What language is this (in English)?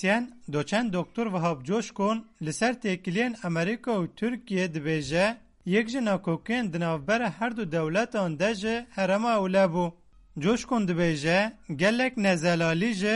Kurdish